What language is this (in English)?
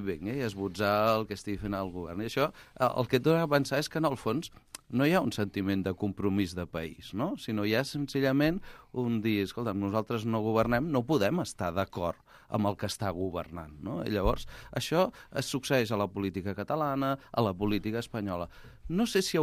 Catalan